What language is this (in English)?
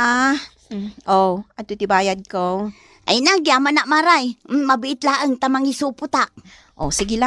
Iloko